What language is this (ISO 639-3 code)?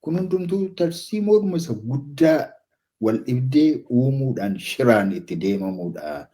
orm